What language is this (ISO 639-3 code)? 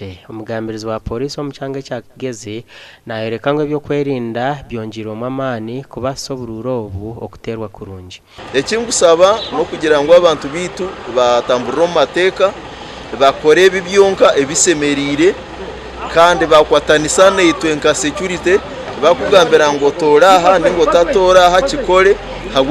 nyn